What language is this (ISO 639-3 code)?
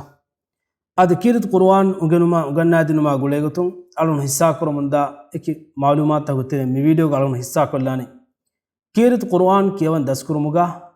div